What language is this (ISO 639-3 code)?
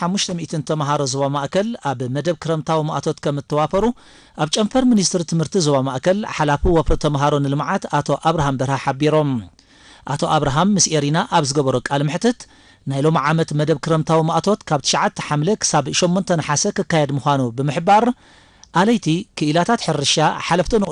tir